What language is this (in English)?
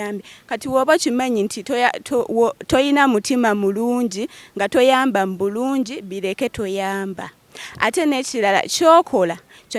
Ganda